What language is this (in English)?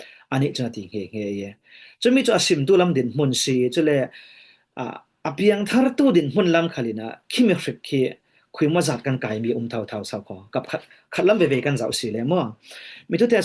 Falam Chin